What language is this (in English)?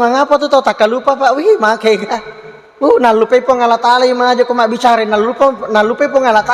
Buginese